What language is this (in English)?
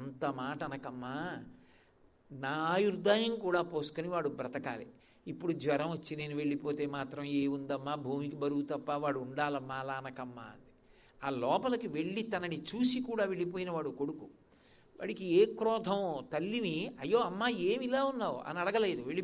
Telugu